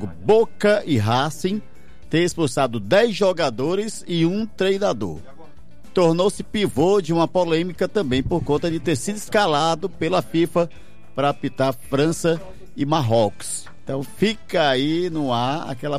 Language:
Portuguese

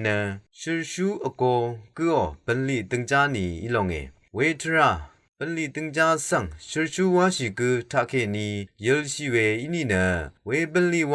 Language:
Rawang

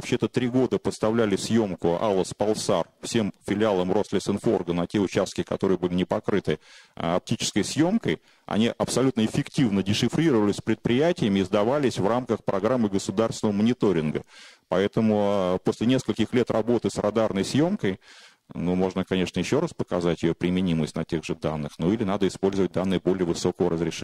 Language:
Russian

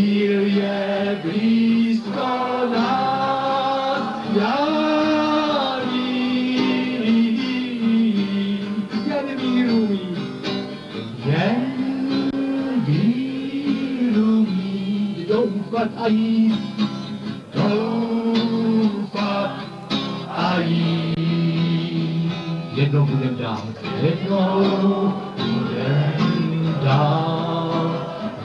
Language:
Czech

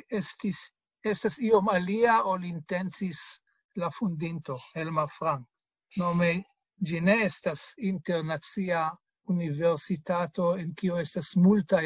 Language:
Esperanto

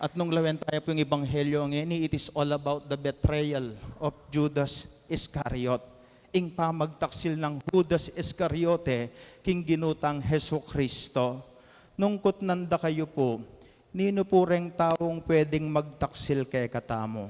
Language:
Pampanga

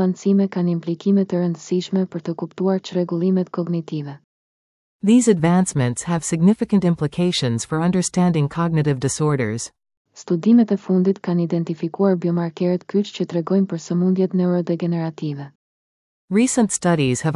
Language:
Albanian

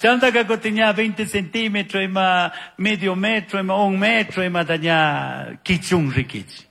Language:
Chimborazo Highland Quichua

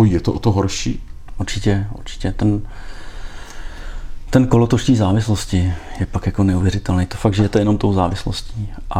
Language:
Czech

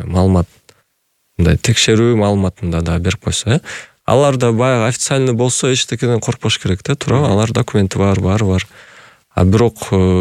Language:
Kyrgyz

